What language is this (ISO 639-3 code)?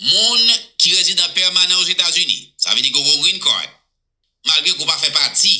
hat